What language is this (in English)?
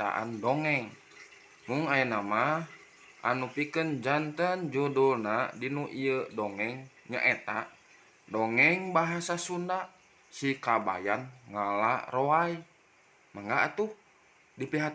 Sundanese